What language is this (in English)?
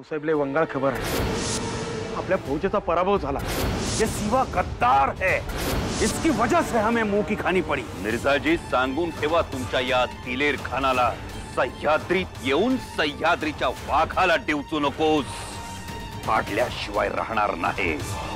Marathi